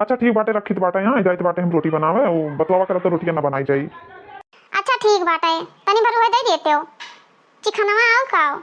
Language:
Awadhi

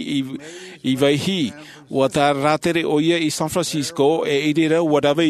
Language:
Tahitian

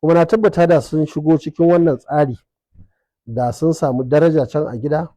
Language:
Hausa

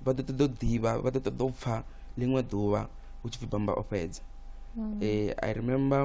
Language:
Venda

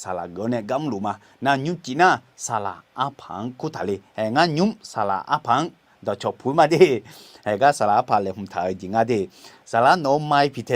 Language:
Akha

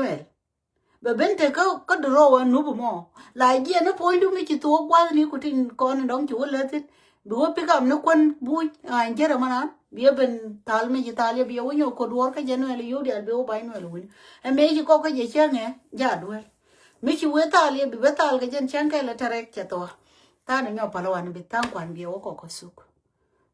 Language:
Nuer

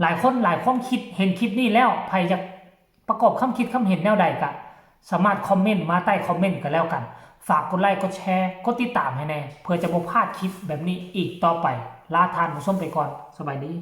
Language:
Northeastern Thai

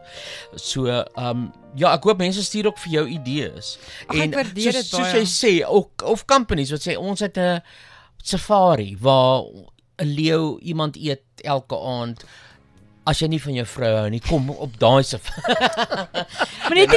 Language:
Afrikaans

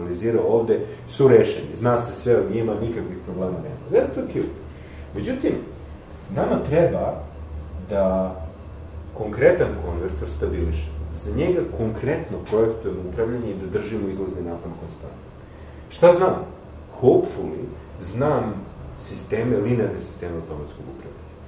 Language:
Serbian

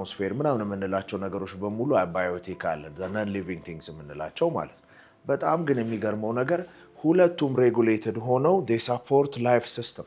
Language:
Amharic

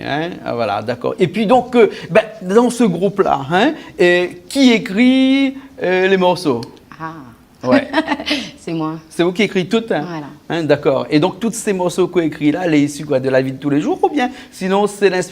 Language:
Réunion Creole French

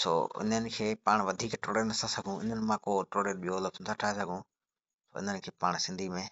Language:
Sindhi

